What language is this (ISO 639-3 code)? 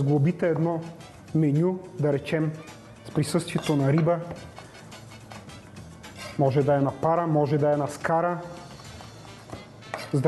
bul